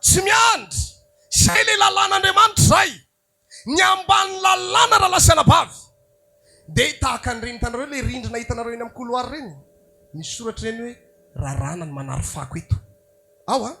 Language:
Malagasy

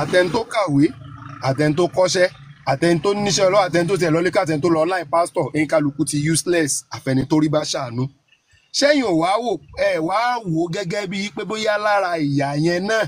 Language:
Yoruba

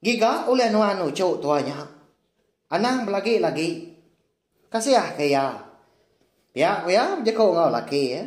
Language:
Iban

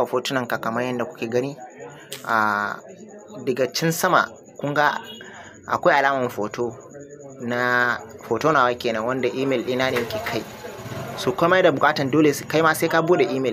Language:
Hausa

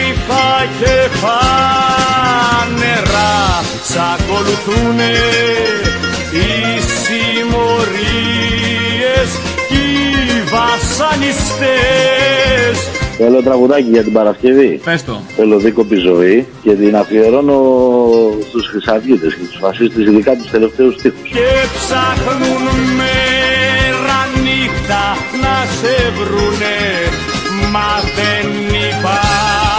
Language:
Greek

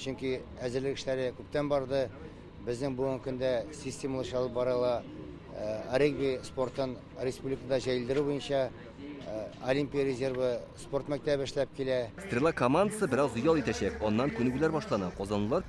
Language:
Tatar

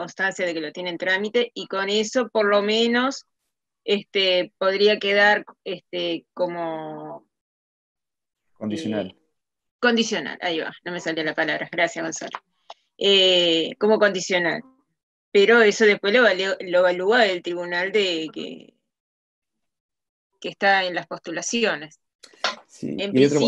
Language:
Spanish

